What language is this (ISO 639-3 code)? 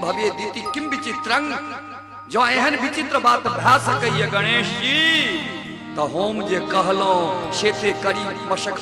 mai